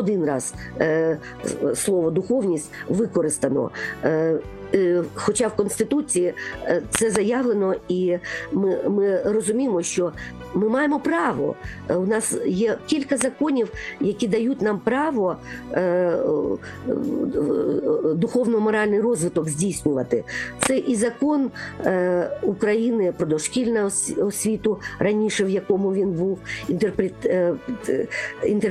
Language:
Ukrainian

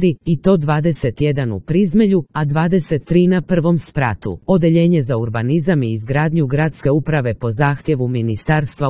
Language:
Croatian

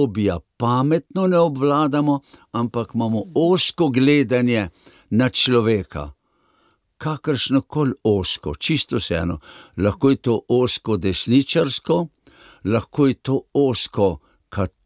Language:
Slovenian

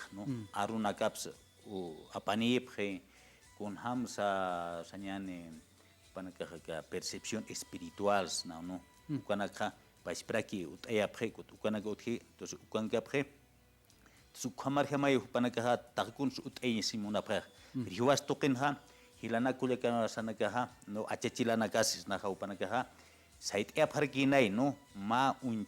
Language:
Aymara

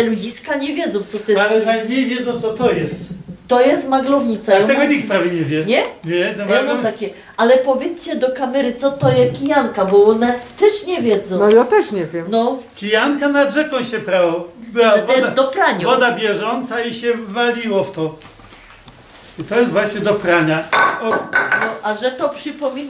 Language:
Silesian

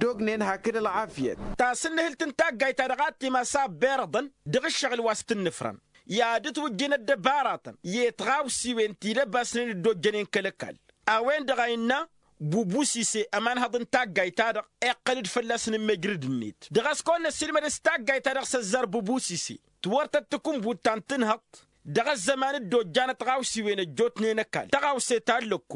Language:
Tamasheq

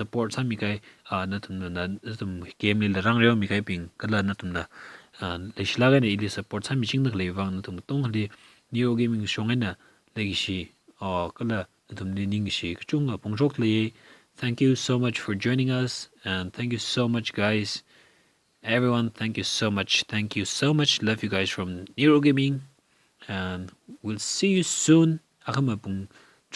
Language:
Tangkhul Naga (India)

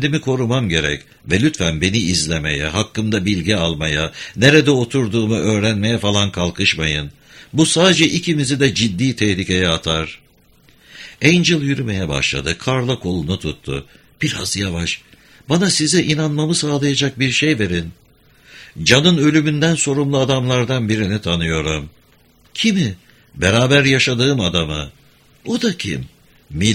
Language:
Turkish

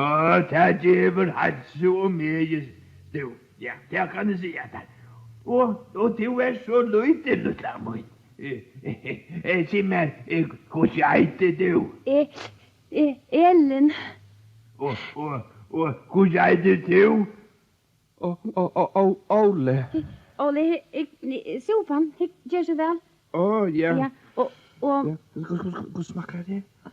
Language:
Faroese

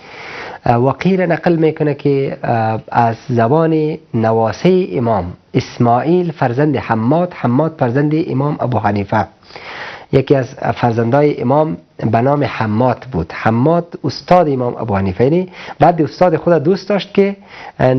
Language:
Persian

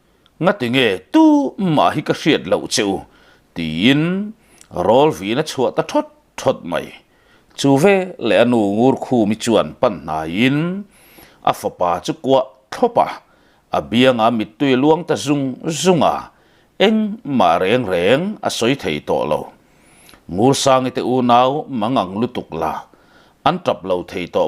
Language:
Mizo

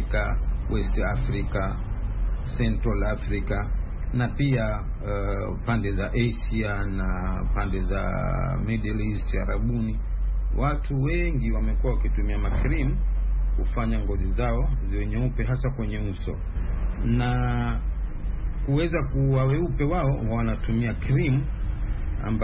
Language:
Swahili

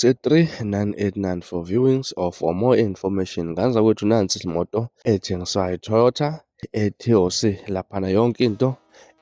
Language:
Zulu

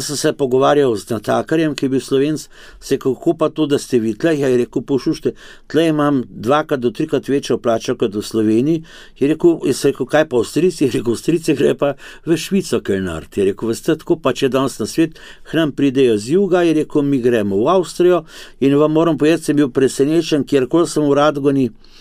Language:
Slovenian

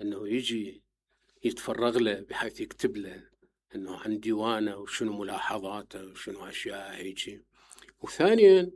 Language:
Mesopotamian Arabic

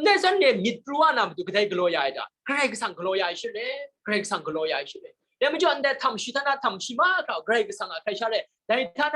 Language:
Kachin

